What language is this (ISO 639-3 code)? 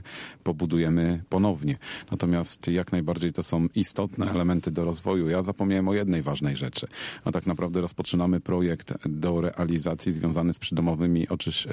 pol